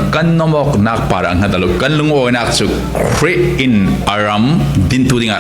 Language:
Falam Chin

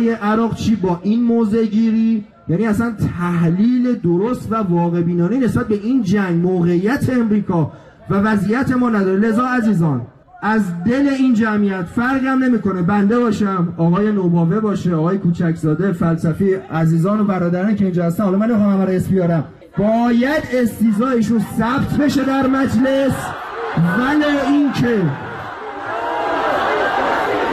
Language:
Persian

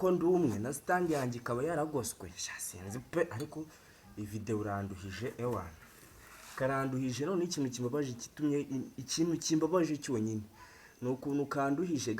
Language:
Kinyarwanda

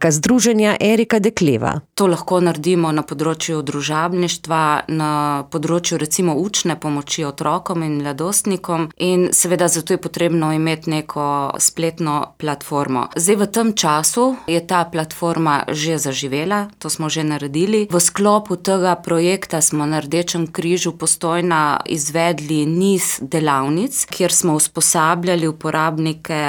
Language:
Slovenian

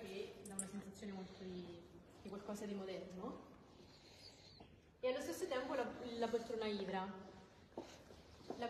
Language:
Italian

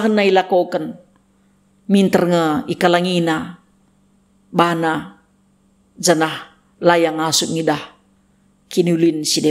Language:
Batak Karo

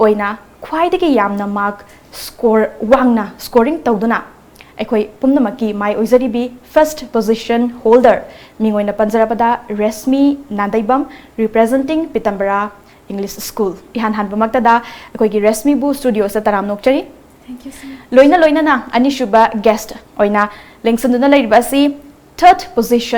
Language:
Manipuri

